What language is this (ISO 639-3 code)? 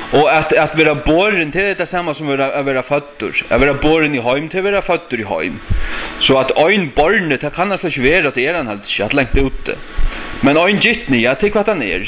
fao